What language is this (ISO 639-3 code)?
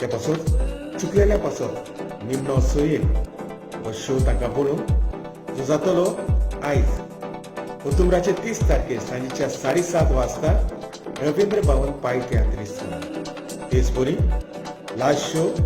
kok